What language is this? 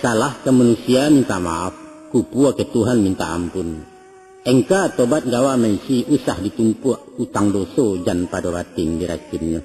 Minangkabau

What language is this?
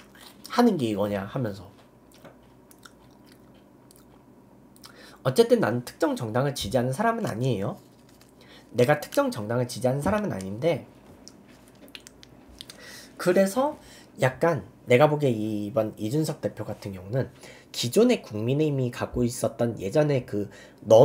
Korean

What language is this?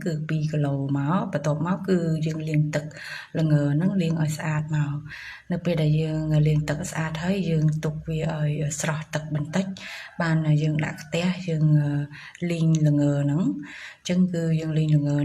Khmer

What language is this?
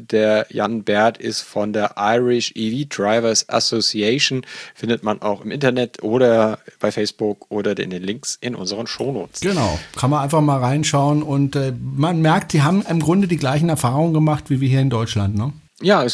German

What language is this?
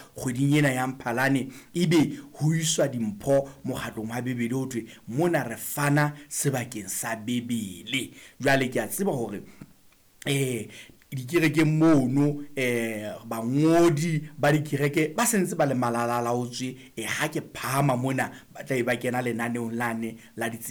Southern Sotho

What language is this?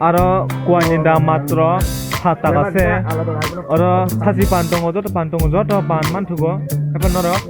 Kok Borok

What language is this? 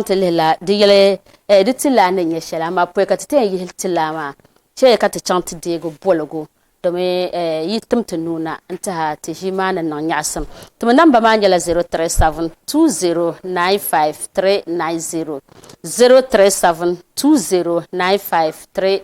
Dagbani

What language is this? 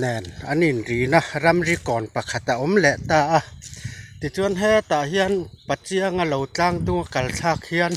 Mizo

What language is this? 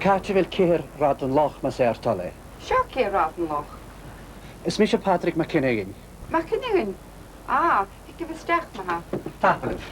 Scottish Gaelic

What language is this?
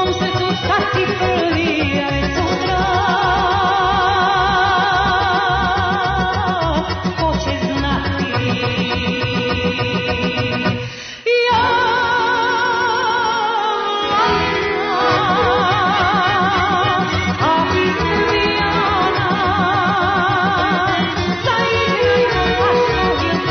Serbian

